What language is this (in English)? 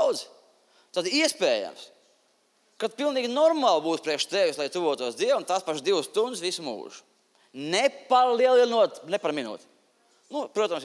Latvian